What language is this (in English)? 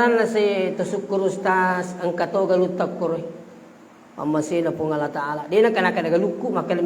Buginese